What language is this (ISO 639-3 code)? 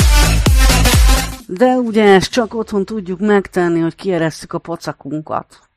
hun